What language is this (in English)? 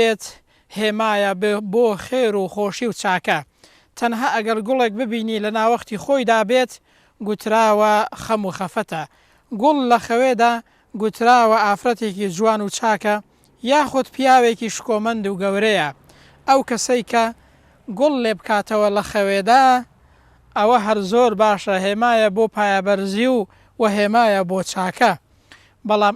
Central Kurdish